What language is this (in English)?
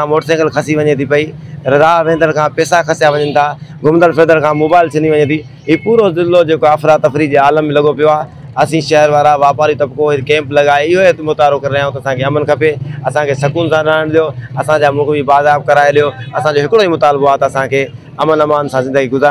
Sindhi